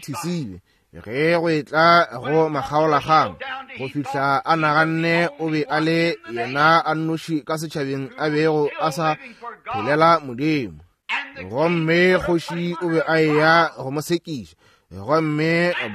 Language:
Northern Sotho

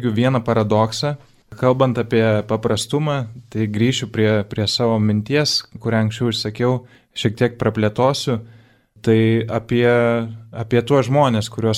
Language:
Lithuanian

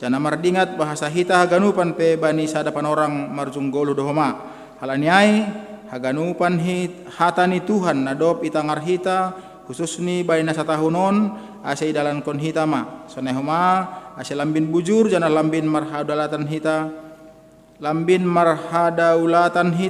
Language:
Batak Simalungun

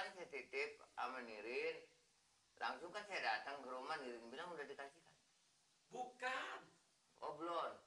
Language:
Betawi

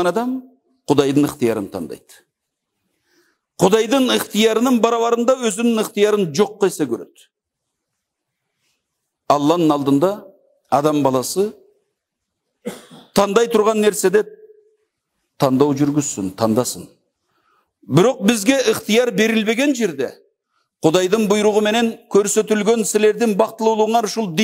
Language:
Kyrgyz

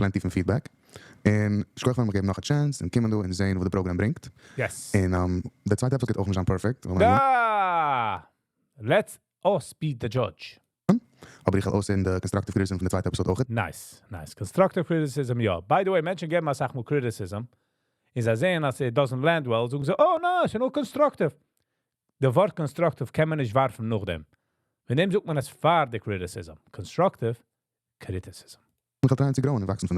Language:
Yiddish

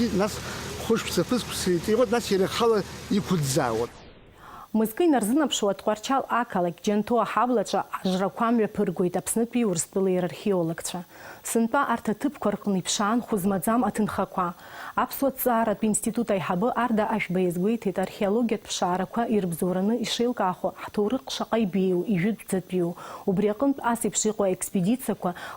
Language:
Abkhazian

